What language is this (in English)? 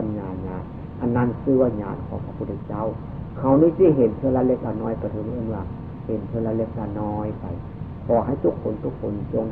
Northeastern Thai